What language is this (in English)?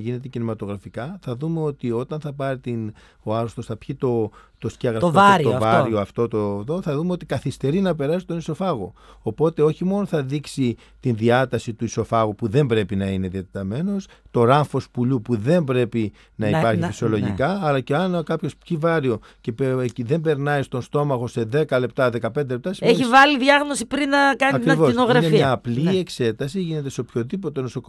Greek